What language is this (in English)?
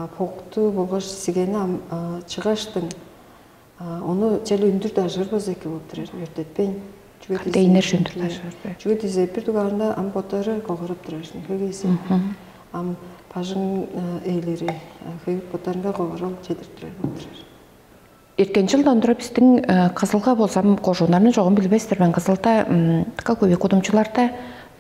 Tuvinian